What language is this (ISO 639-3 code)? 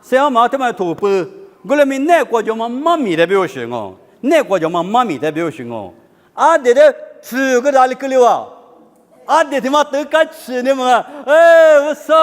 lis